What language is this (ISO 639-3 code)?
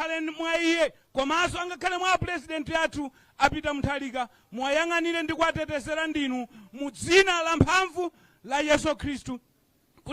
nya